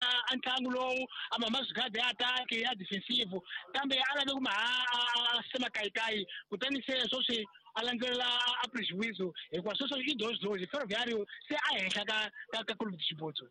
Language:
Tsonga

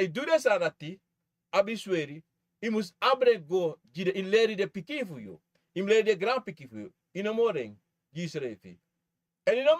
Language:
Sranan Tongo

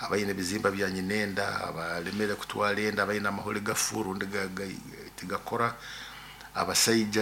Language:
Nyoro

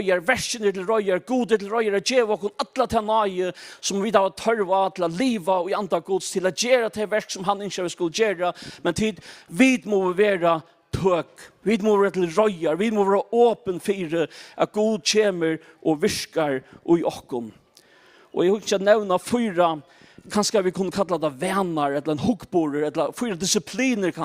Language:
Faroese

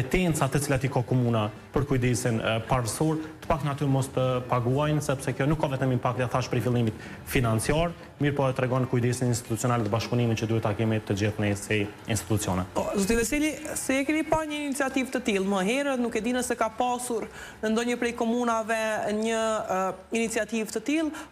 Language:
Albanian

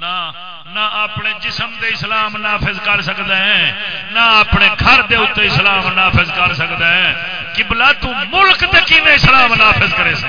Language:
Saraiki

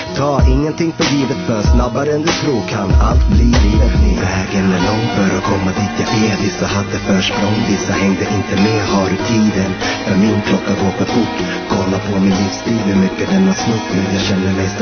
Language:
Swedish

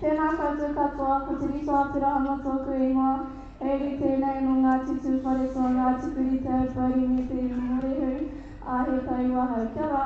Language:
Māori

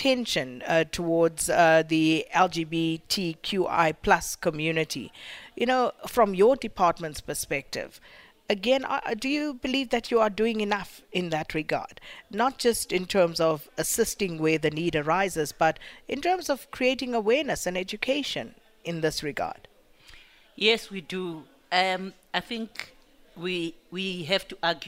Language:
English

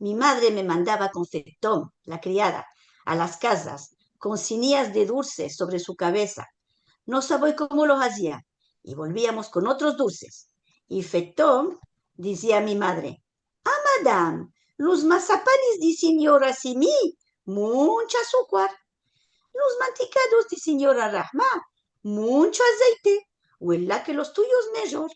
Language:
Ladino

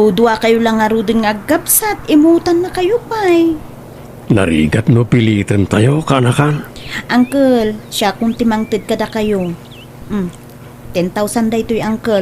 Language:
Iloko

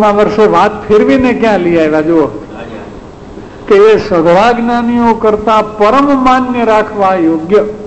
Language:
Gujarati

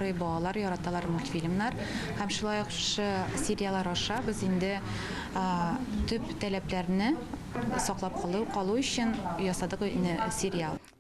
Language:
Tatar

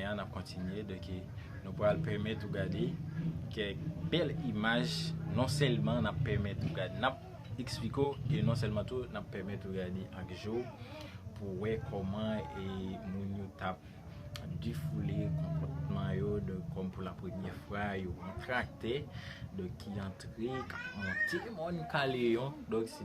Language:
Haitian Creole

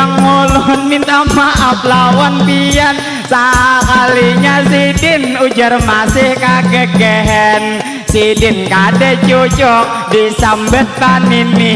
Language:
Banjar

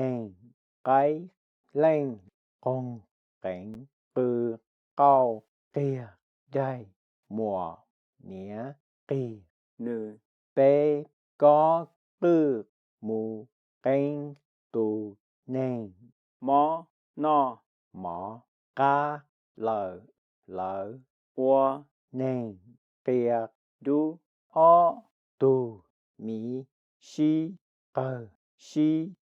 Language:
Hmong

